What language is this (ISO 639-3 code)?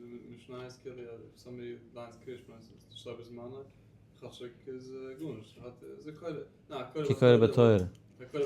yid